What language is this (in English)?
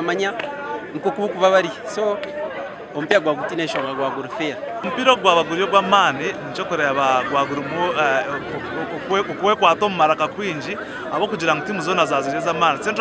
Nyankole